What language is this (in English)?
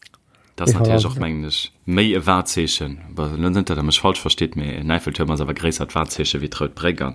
Luxembourgish